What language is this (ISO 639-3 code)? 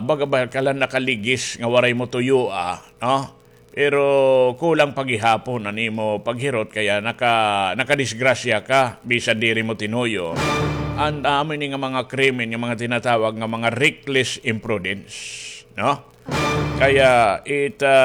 war